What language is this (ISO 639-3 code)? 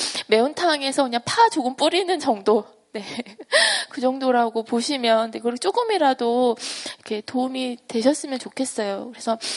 kor